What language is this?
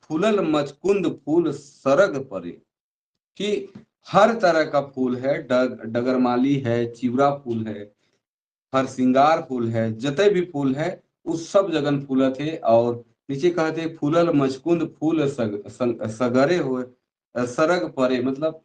Sadri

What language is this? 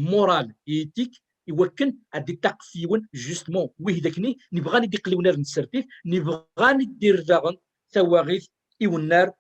Kabyle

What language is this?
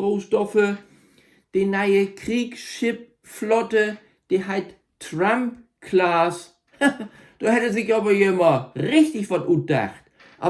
Low German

